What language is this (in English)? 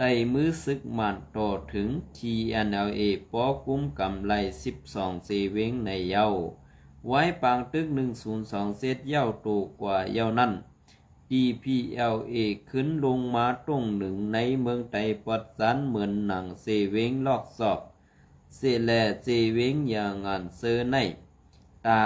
Shan